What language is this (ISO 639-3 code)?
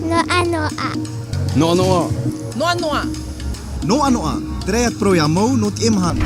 tah